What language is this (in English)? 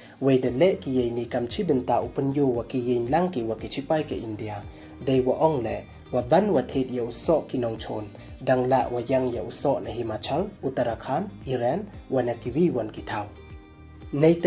Pnar